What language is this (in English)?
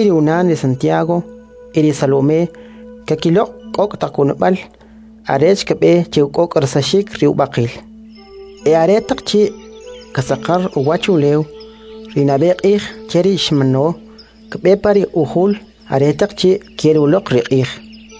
Kʼicheʼ